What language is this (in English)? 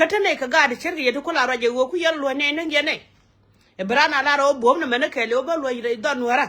Nuer